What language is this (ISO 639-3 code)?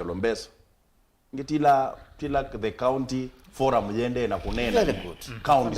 kam